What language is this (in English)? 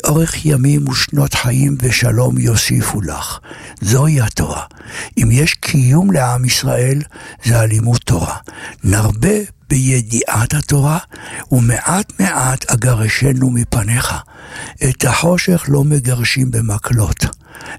Hebrew